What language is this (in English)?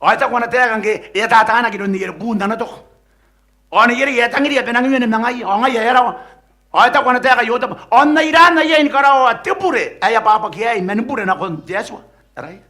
Gilbertese